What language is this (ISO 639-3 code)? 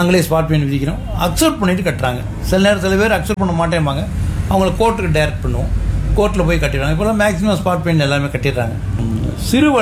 tam